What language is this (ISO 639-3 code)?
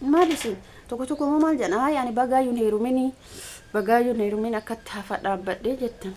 orm